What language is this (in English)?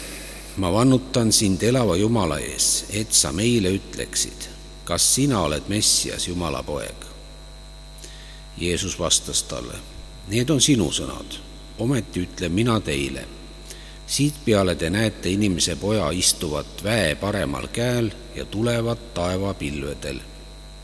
Estonian